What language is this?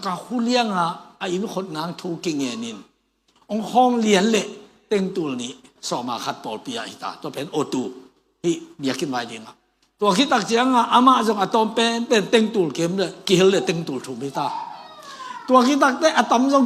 Tedim Chin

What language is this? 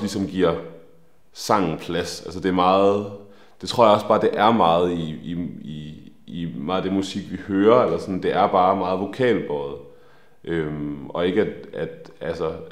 Danish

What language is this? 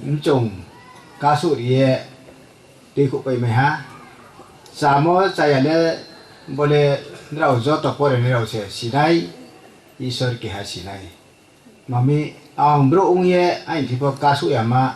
Riang (India)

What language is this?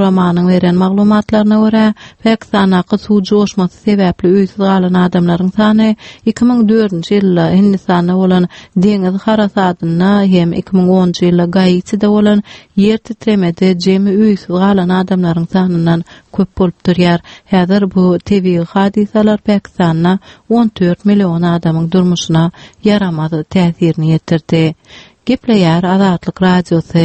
Turkmen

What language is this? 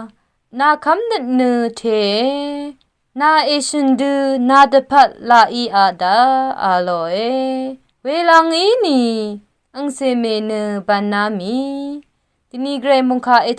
Rawang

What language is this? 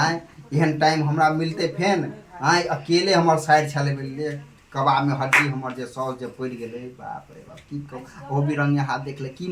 Maithili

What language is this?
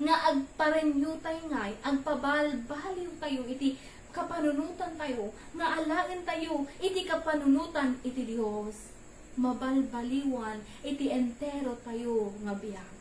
Iloko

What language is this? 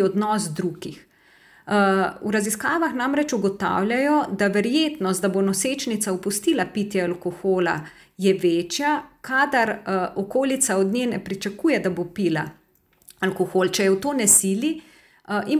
Slovenian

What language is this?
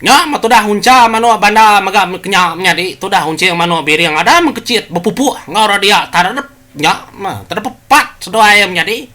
Iban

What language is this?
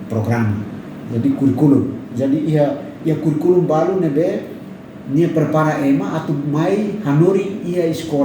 Tetum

